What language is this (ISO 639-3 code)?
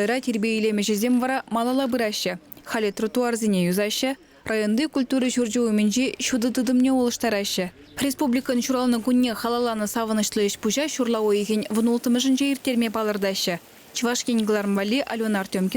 chv